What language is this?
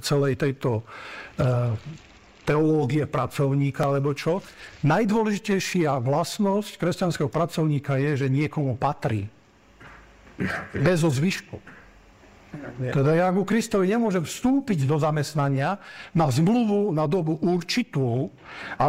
Slovak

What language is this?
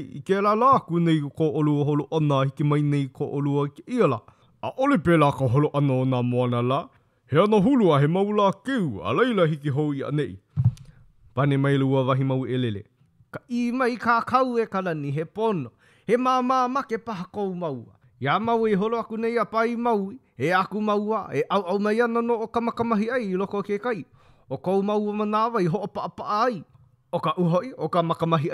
Hawaiian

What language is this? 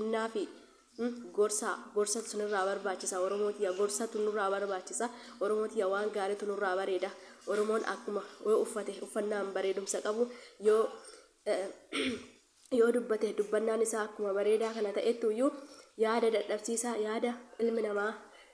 Oromo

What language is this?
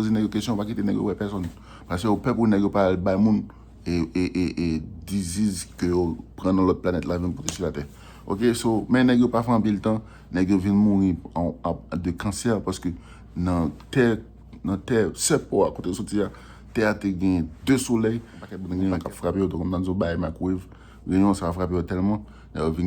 Haitian Creole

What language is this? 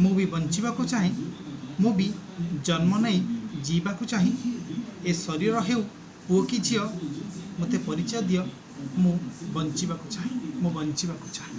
Odia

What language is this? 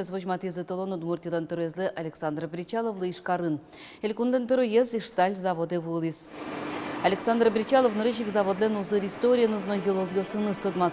Udmurt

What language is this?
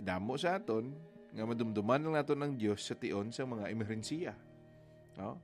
Hiligaynon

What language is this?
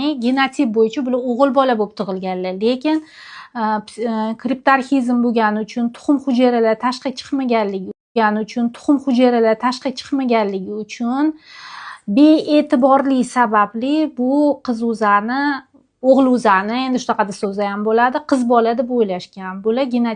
Uzbek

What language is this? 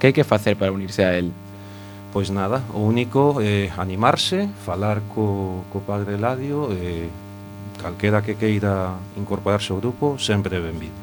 Galician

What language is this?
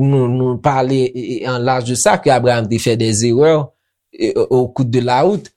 Haitian Creole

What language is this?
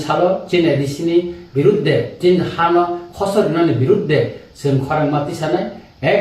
Kok Borok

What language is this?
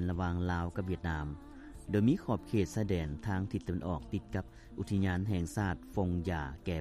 Lao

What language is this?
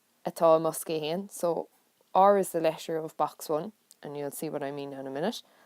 Irish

